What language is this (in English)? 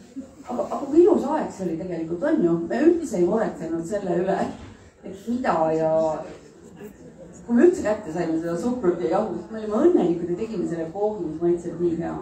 Estonian